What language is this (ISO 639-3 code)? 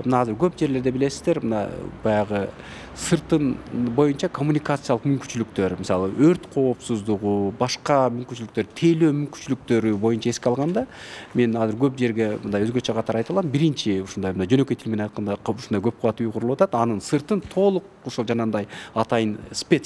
kir